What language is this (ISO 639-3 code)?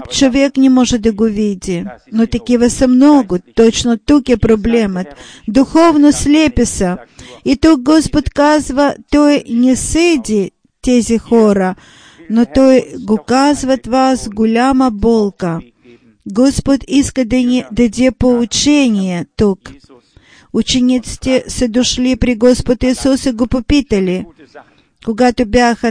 bul